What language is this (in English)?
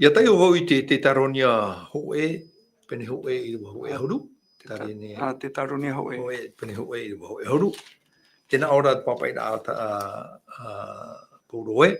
Tahitian